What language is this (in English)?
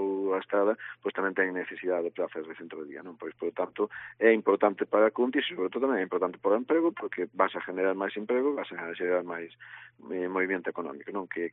Galician